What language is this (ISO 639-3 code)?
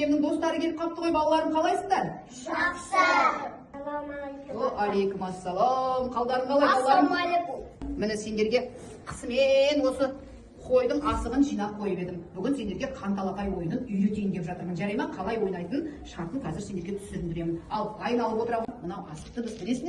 kaz